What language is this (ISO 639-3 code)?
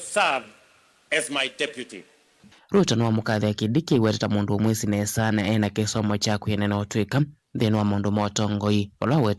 kam